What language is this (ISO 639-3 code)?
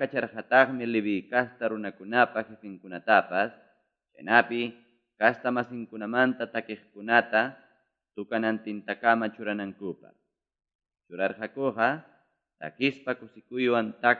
quy